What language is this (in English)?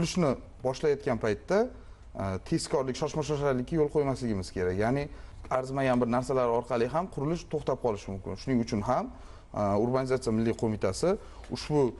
Uzbek